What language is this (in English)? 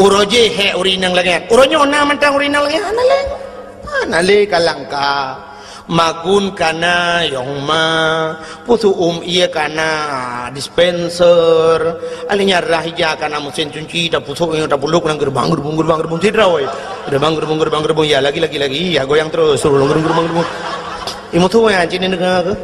Achinese